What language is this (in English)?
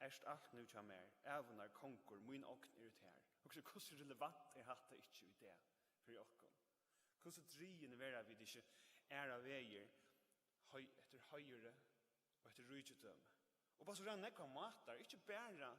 Faroese